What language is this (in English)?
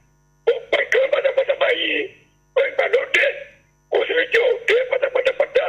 Yoruba